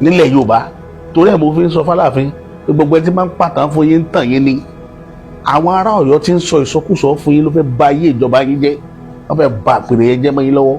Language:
Yoruba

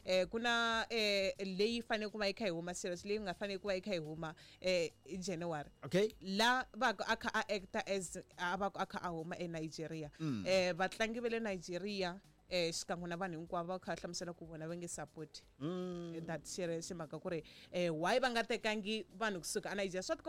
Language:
Tsonga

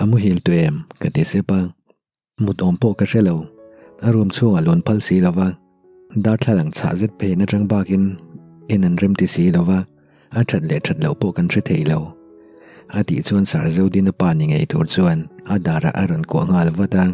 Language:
Mizo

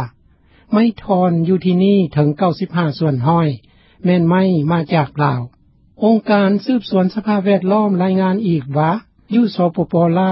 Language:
Lao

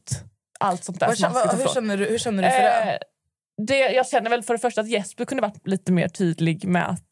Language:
Swedish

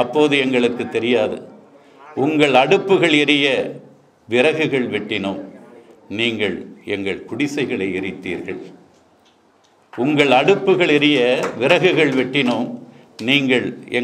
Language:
Tamil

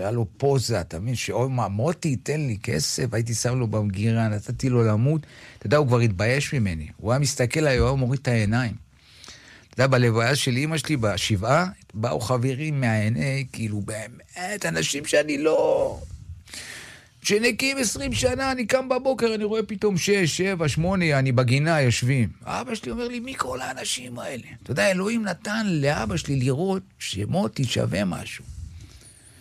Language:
Hebrew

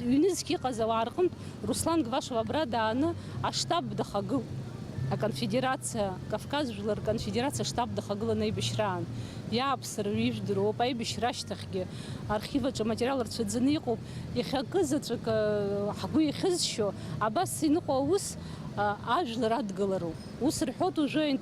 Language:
Abkhazian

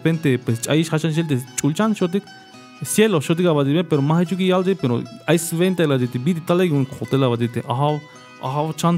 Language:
Tzeltal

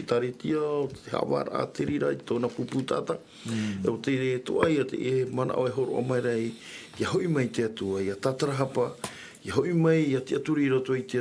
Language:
Tahitian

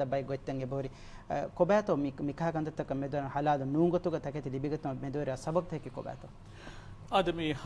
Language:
Divehi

